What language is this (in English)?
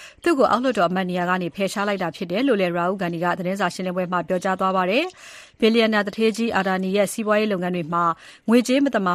Burmese